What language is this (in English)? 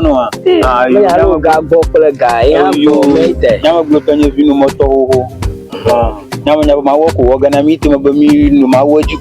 Ewe